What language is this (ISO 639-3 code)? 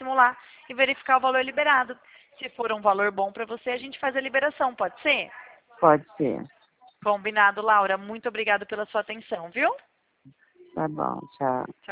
por